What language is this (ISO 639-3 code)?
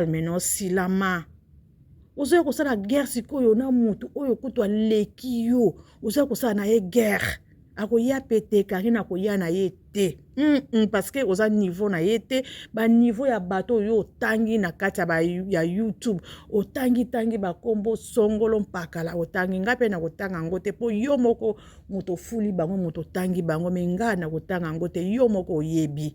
lin